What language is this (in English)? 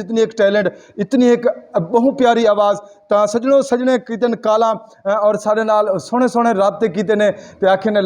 Saraiki